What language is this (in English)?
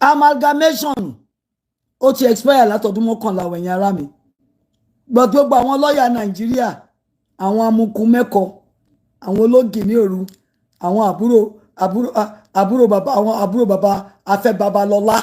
Yoruba